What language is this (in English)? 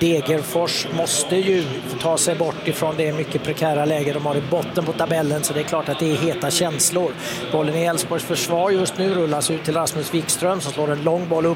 Swedish